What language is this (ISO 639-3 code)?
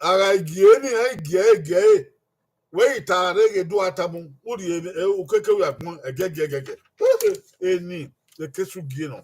bin